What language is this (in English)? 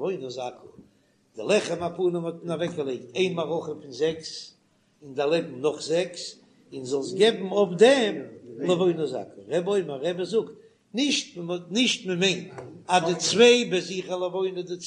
Yiddish